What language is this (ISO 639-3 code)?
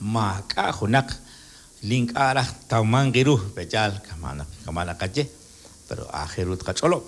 kek